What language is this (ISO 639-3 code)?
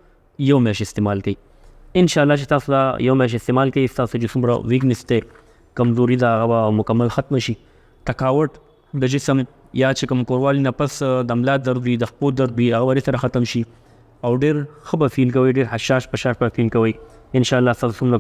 pus